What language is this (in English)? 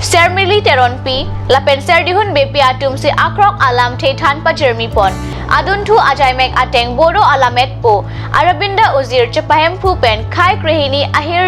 Karbi